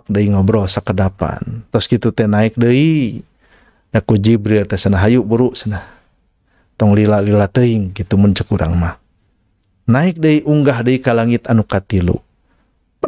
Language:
Sundanese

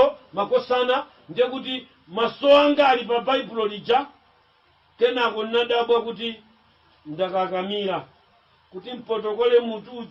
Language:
Nyanja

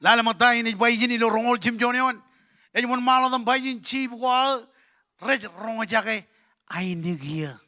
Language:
Marshallese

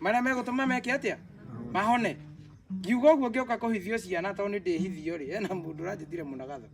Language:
Kikuyu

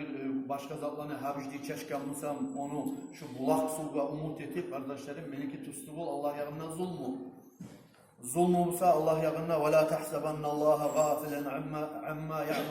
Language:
Kumyk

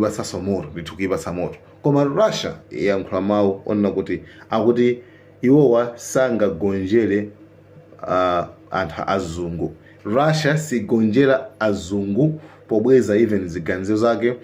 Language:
Nyanja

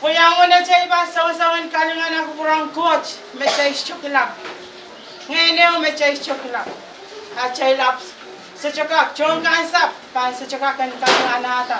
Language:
Pohnpeian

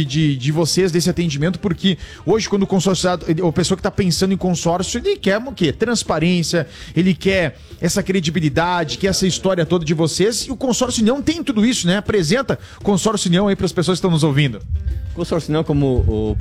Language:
Portuguese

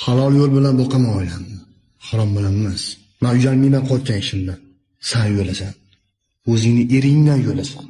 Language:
Uzbek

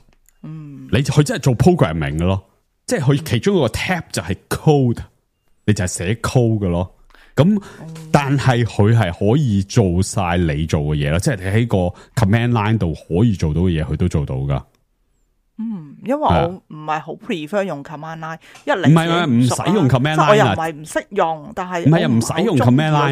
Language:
Cantonese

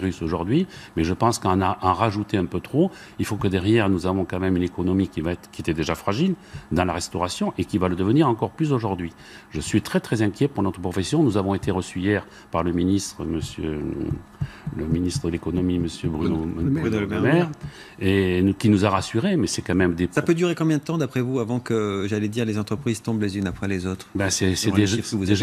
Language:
French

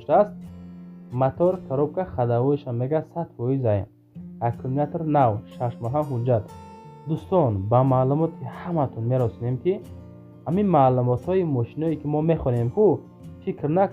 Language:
Tajik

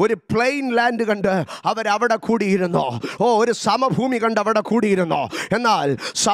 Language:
Malayalam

